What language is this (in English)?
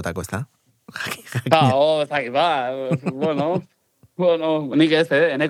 Basque